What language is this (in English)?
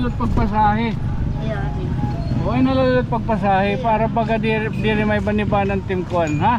Waray